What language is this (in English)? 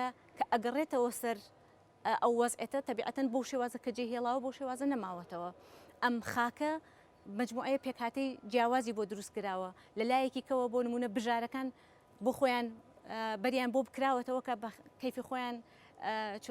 Central Kurdish